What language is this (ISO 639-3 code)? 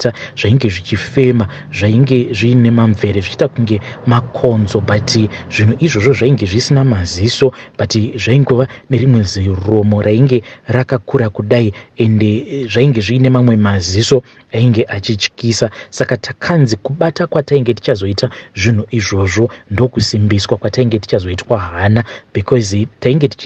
sna